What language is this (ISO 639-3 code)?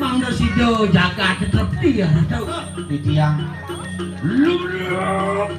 ban